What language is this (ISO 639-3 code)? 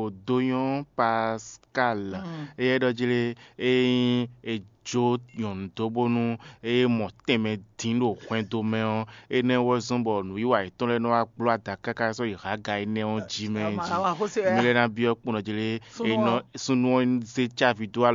fon